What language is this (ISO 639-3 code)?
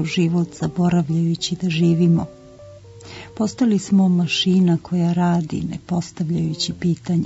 srp